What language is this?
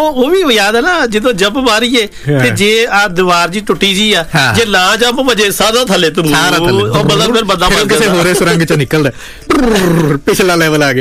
Punjabi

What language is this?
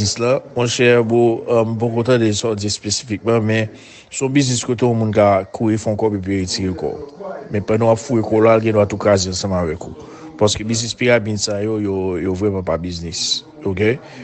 Haitian Creole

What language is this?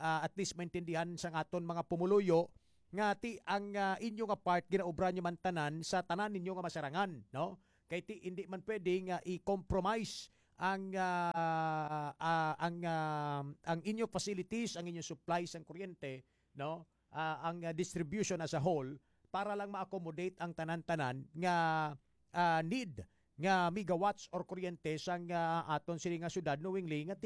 Hiligaynon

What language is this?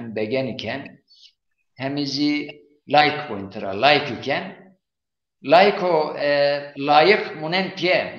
Zaza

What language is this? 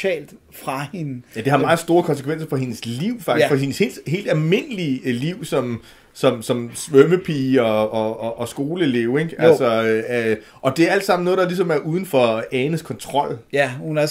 Danish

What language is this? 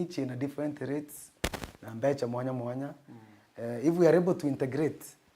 Meru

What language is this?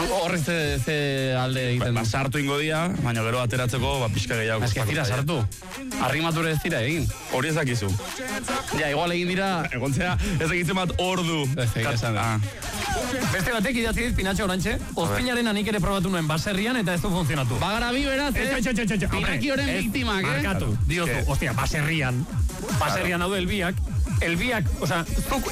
Basque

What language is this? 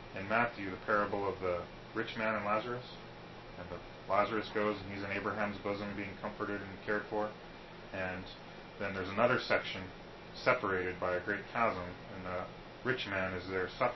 English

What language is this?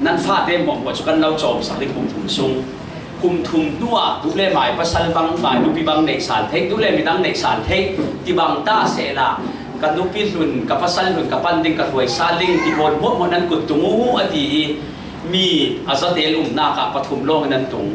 Falam Chin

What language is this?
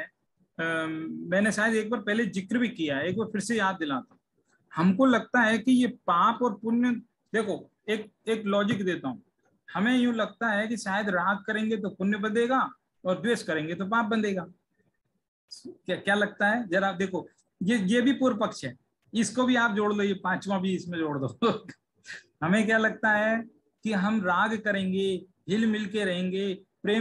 Hindi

